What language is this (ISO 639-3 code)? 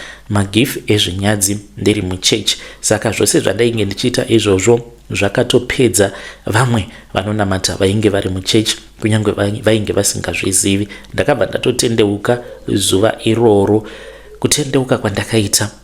sna